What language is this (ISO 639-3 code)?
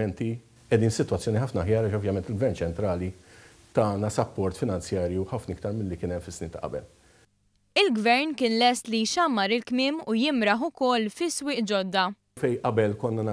mlt